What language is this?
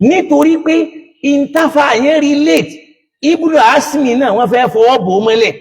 Yoruba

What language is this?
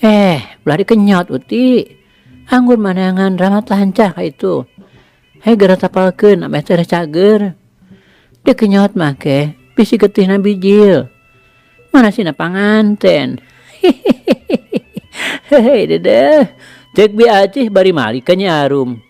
Sundanese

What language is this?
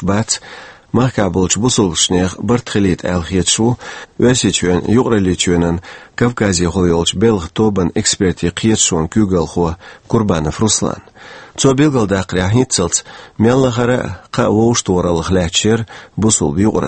Chechen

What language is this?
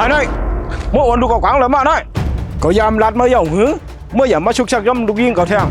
Shan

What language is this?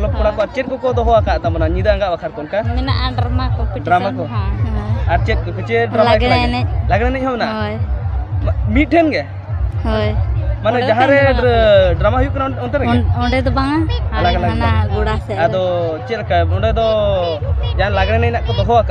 Santali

